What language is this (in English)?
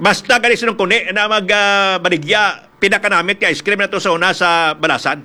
Hiligaynon